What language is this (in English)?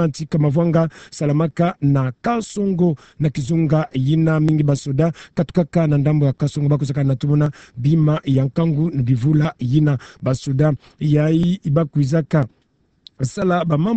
Kituba (Democratic Republic of Congo)